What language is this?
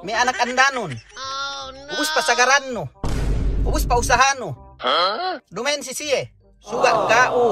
Yakan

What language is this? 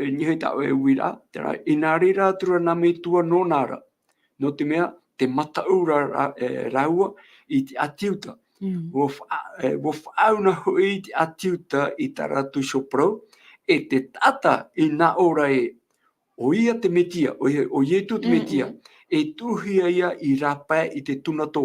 Tahitian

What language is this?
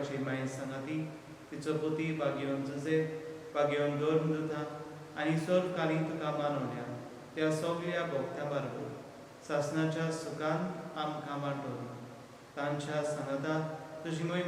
Konkani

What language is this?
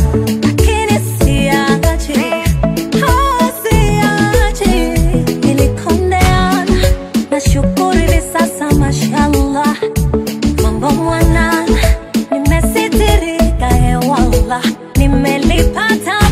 Swahili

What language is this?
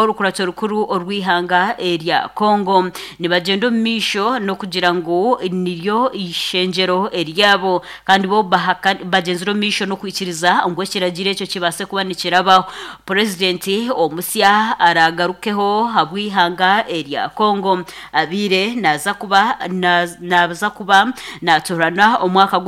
Nyankole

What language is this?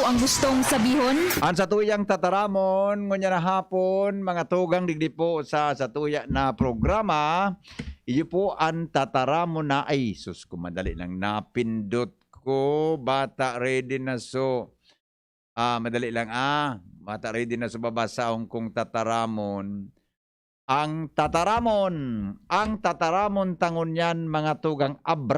Bikol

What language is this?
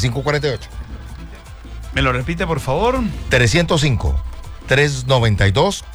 Spanish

